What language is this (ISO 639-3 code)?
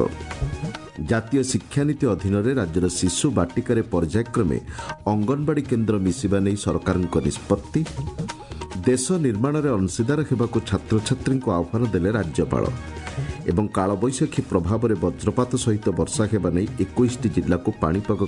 ori